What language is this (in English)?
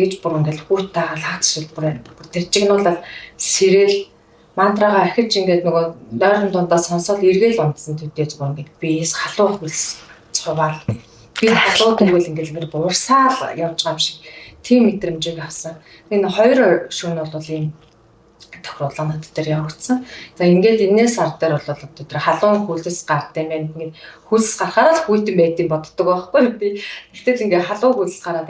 Mongolian